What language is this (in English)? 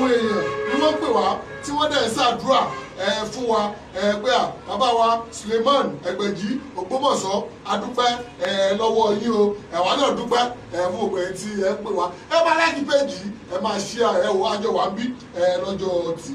Yoruba